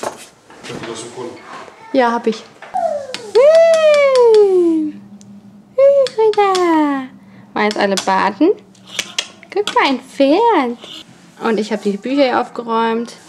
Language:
German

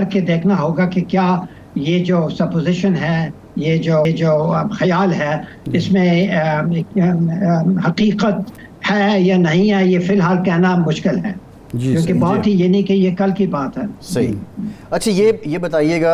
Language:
Urdu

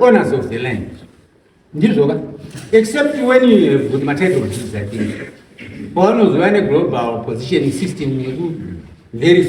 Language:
Shona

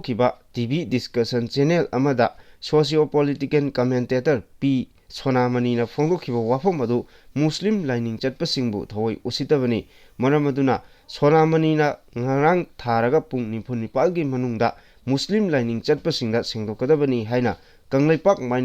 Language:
Manipuri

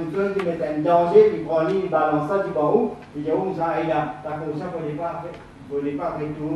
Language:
Morisyen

